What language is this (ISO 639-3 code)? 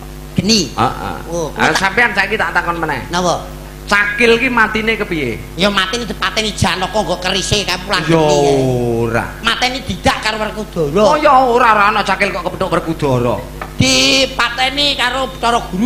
jav